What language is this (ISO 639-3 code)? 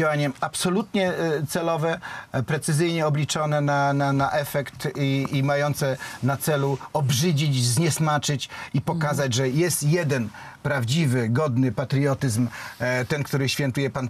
pol